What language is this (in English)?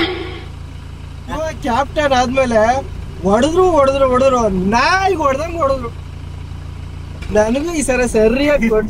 Kannada